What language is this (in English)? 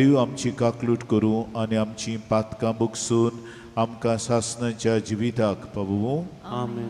Konkani